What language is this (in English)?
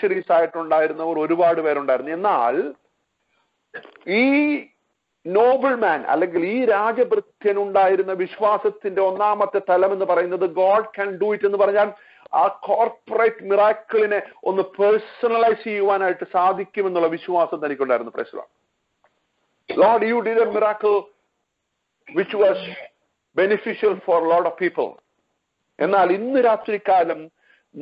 Malayalam